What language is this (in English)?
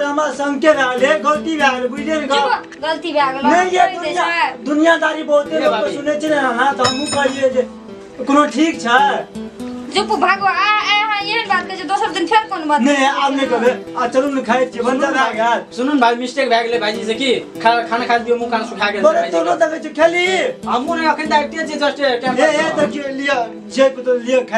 Maithili